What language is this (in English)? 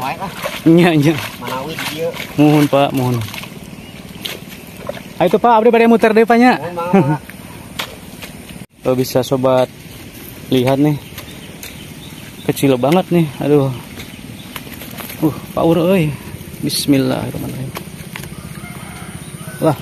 Indonesian